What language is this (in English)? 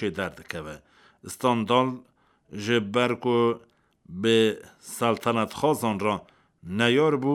Kurdish